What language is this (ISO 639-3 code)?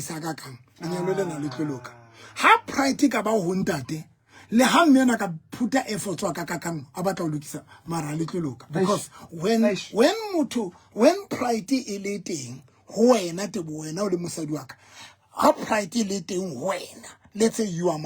sot